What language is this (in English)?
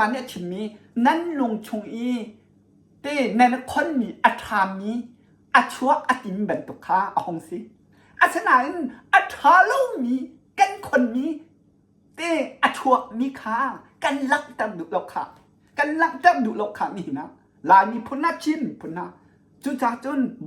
Hakha Chin